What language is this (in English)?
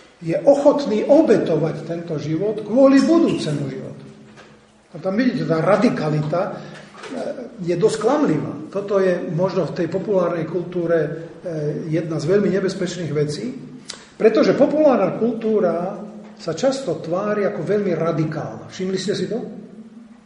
Slovak